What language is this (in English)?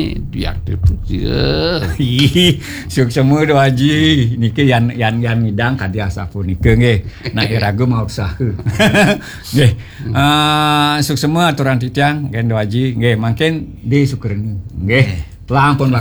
Balinese